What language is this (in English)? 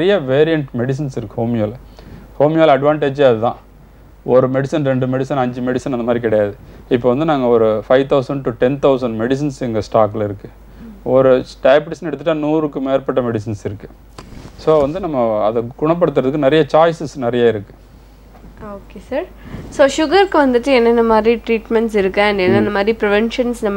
Tamil